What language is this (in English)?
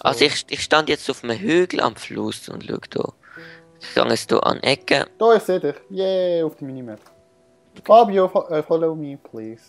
Swiss German